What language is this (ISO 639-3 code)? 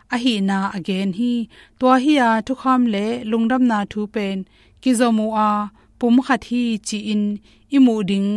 ctd